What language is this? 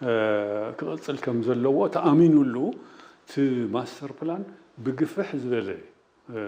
Tigrinya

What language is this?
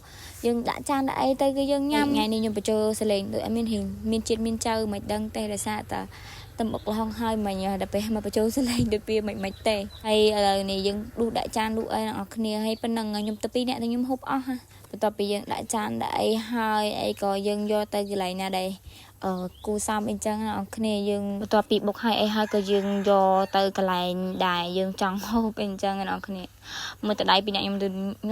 Khmer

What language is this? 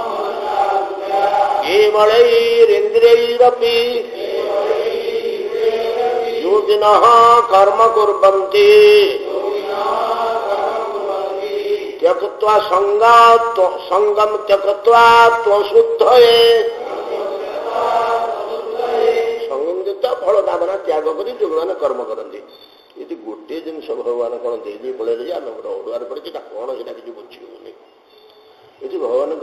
Odia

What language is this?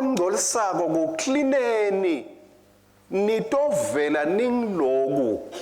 Swati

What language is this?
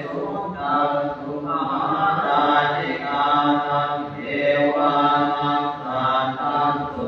Pali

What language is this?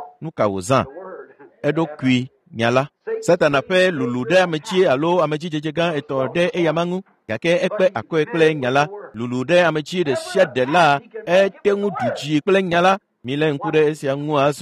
Ewe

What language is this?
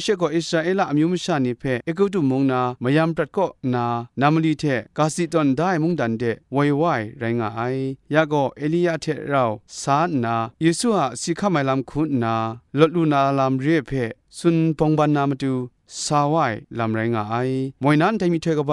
Kachin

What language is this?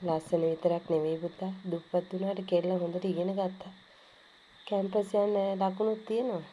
Sinhala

